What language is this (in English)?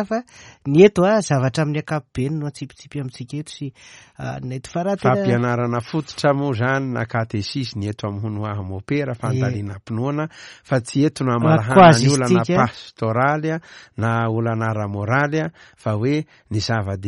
Malagasy